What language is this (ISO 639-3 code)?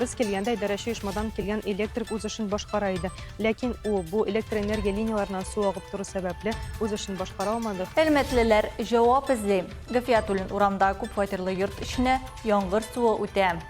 tat